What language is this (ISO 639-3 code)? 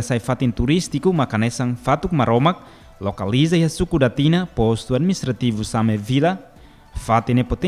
tet